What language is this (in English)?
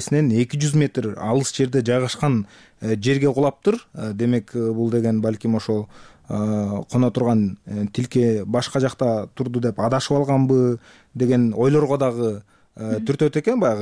Kyrgyz